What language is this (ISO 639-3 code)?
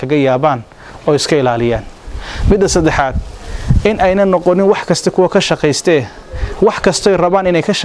som